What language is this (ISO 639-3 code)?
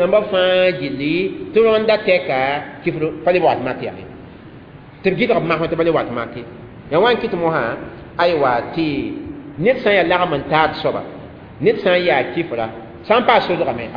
mos